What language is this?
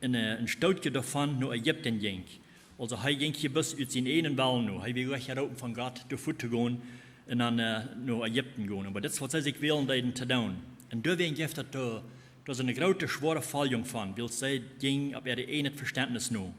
Plautdietsch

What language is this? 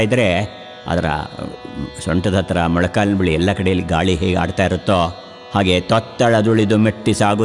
Kannada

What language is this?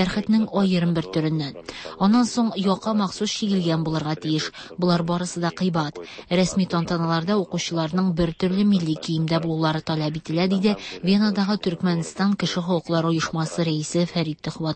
Tatar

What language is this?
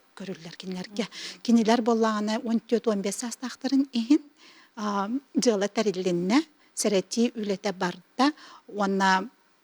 Yakut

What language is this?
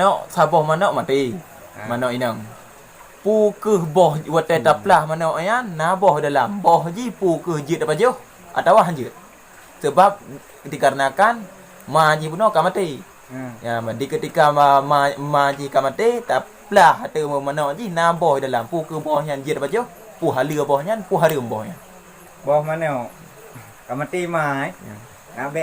Achinese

